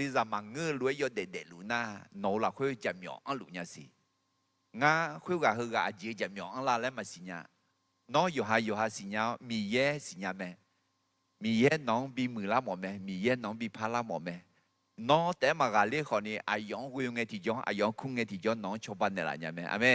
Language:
Akha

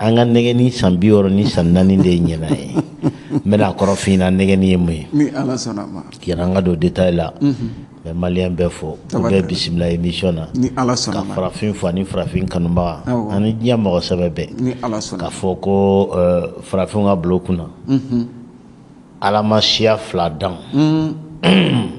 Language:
Bambara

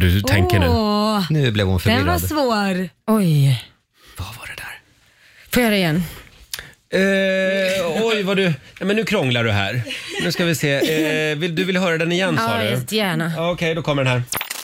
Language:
Swedish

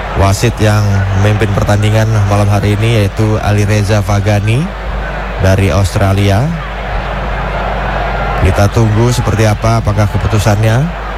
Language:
Indonesian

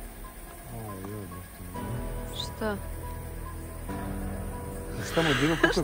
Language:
Serbian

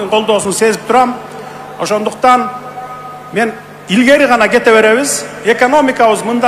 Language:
Kyrgyz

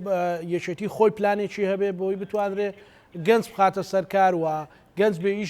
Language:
Central Kurdish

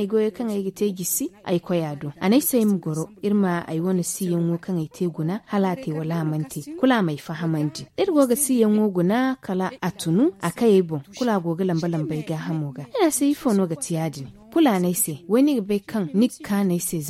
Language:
Zarma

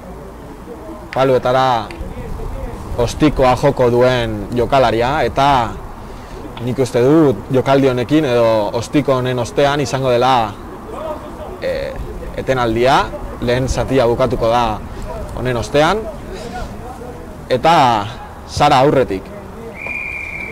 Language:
Basque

